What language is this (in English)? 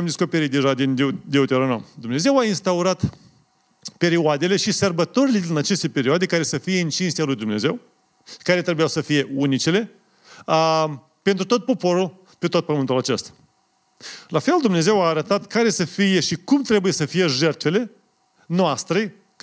Romanian